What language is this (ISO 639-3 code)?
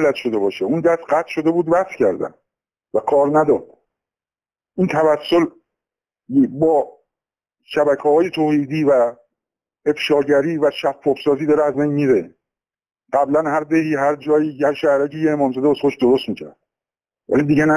fas